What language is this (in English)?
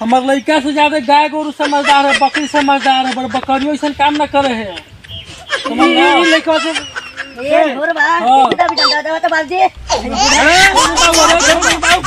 Magahi